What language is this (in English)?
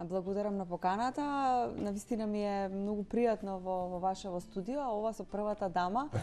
Macedonian